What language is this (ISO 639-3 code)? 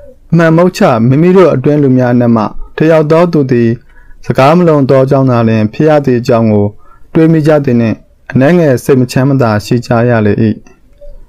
mya